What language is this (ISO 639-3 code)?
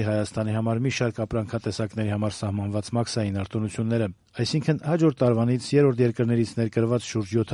hye